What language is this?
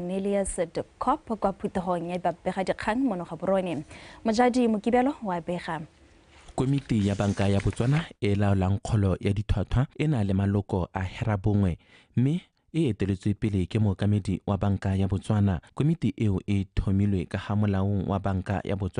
Tswana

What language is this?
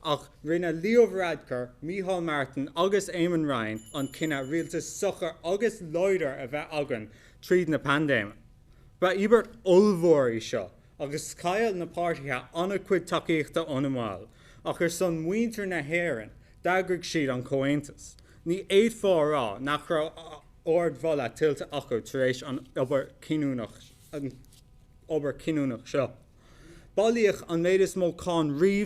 Irish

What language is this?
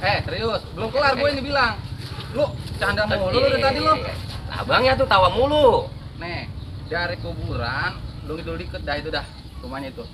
Betawi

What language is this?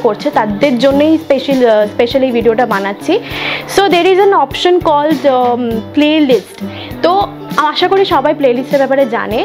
Bangla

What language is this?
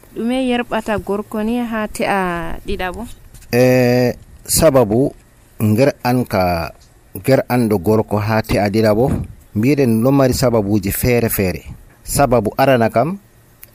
Nigerian Fulfulde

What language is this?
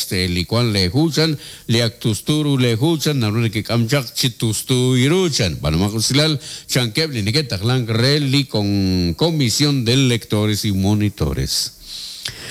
Kekchí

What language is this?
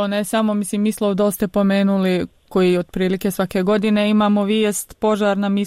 Bosnian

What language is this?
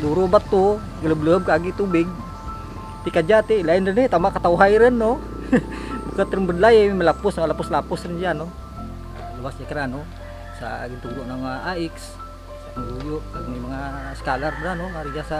Kinaray-a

